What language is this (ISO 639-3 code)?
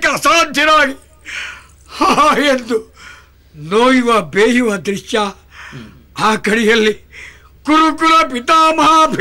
kan